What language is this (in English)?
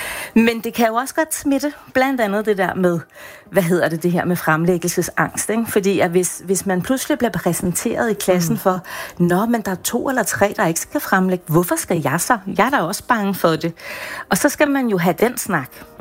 Danish